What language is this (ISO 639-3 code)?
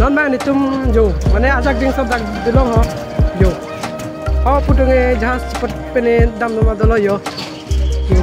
mjw